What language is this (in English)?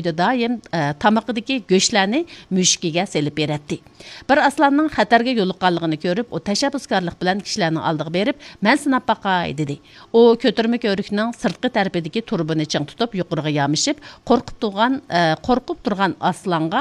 Uyghur